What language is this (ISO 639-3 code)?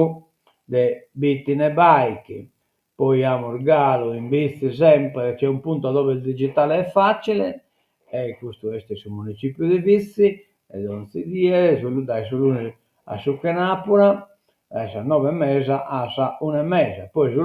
srd